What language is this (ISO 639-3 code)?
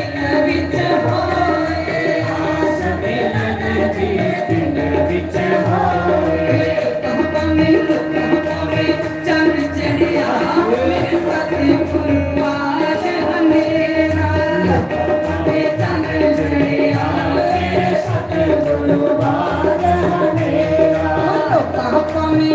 doi